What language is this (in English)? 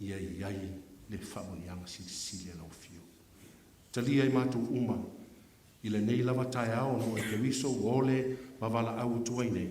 Samoan